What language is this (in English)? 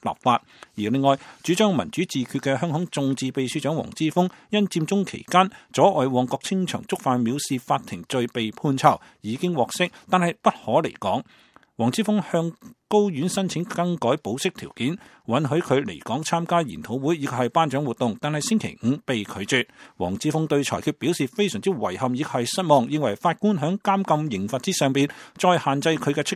Cantonese